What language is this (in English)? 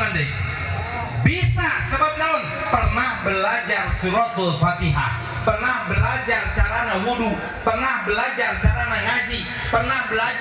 Sundanese